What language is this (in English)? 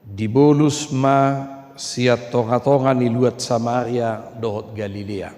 Batak Toba